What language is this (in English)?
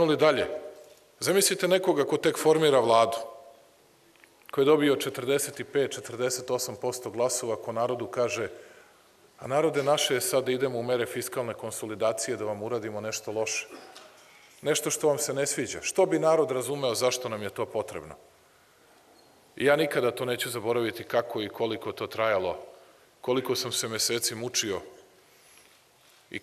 Serbian